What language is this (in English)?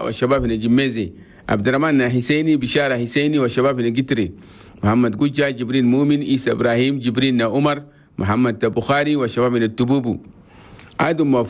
Chadian Arabic